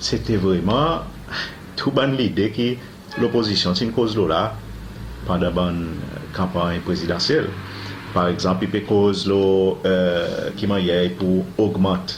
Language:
Seselwa Creole French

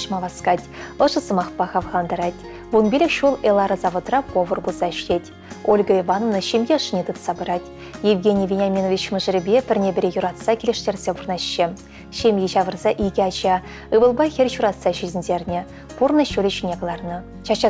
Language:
Chuvash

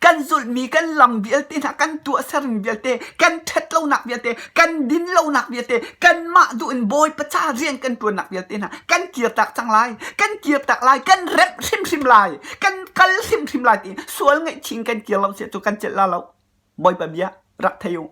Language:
Hakha Chin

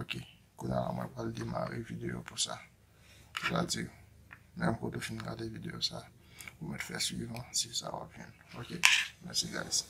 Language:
Haitian Creole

